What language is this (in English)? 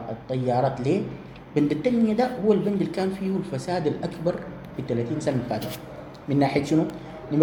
Sudanese Arabic